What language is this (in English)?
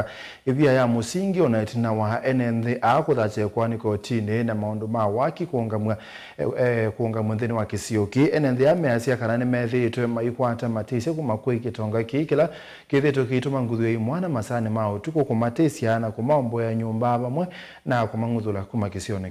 Kamba